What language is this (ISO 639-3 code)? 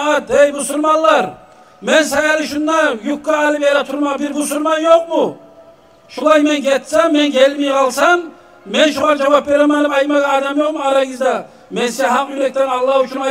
kum